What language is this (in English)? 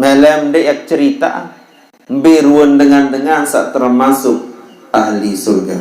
Sasak